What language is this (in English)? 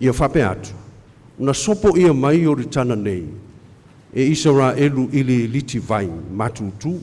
Samoan